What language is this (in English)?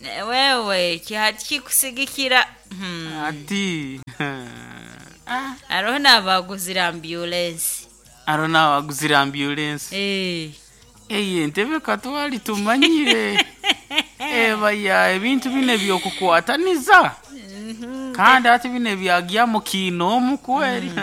Nyoro